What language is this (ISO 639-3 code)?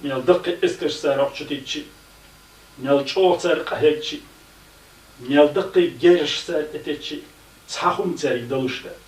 che